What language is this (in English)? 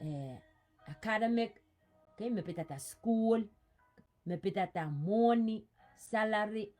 Pohnpeian